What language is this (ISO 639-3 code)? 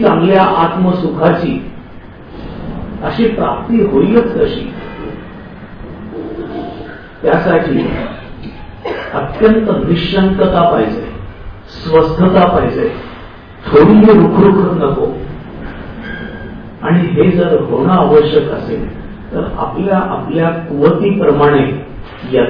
mar